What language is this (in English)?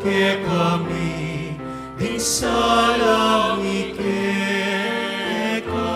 Pampanga